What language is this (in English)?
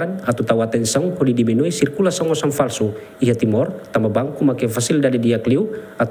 Tetum